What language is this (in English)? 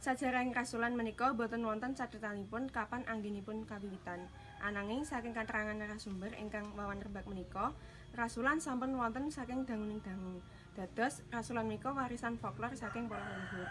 Javanese